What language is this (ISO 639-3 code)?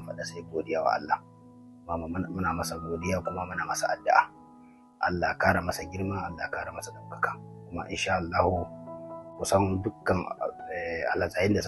hau